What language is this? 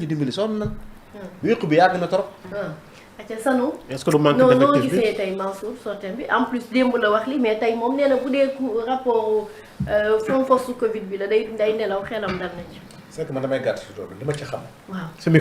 Wolof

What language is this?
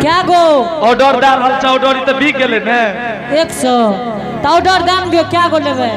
Angika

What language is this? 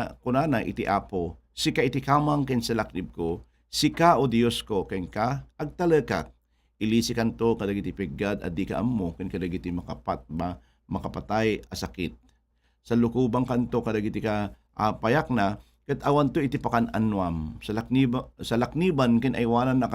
Iloko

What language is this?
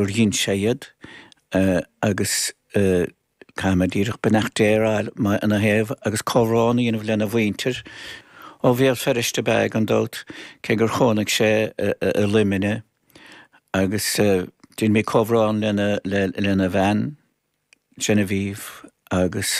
Irish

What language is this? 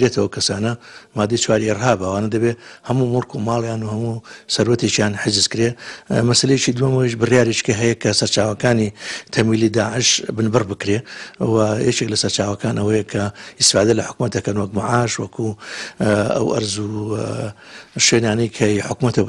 Central Kurdish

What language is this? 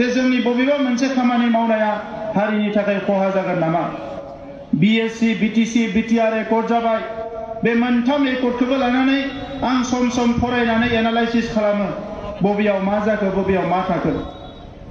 Bodo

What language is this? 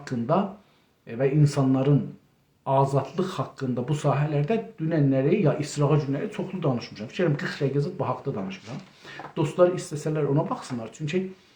South Azerbaijani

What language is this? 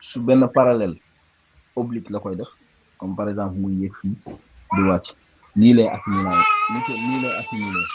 Wolof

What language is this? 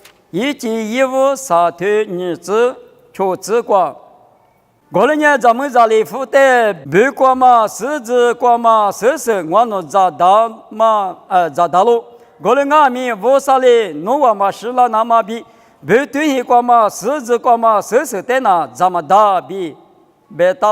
Lisu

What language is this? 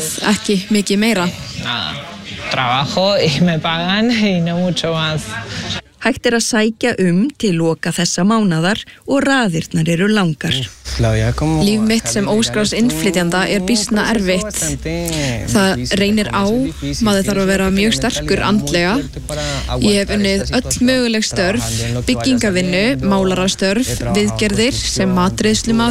Icelandic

